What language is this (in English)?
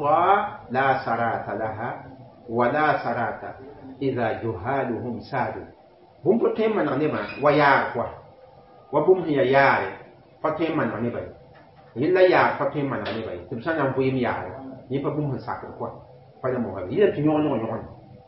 Mossi